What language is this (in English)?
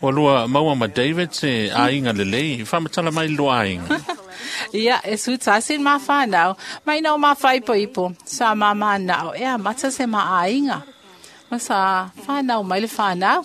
Samoan